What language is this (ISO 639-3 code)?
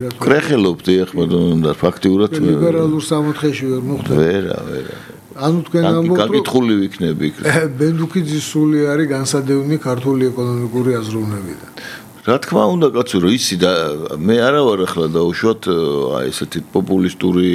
kat